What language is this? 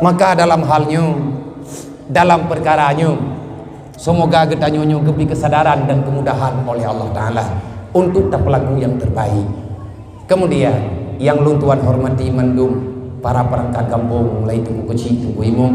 Achinese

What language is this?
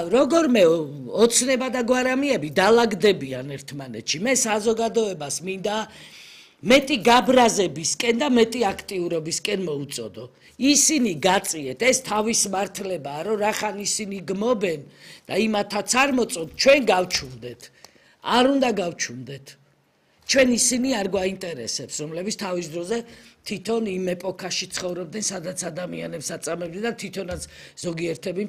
Georgian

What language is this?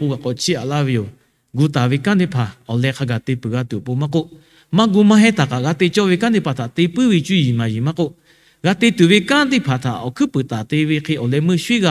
Lahu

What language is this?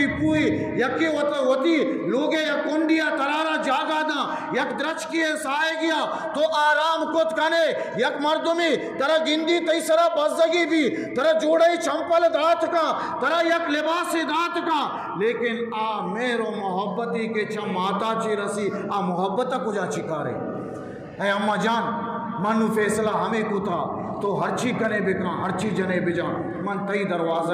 Eastern Balochi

